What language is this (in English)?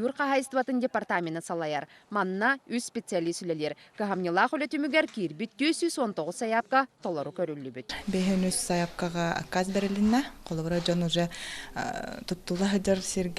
Yakut